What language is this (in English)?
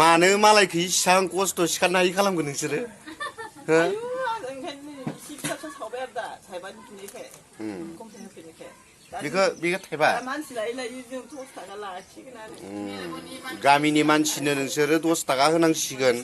Bodo